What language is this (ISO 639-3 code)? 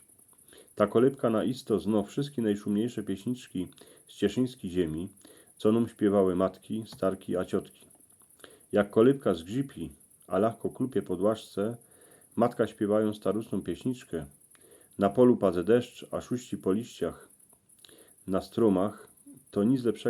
szl